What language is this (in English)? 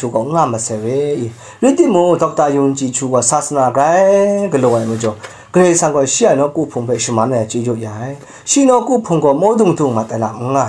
Kachin